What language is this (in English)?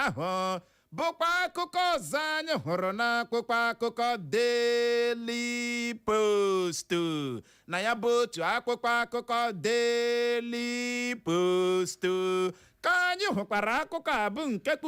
Igbo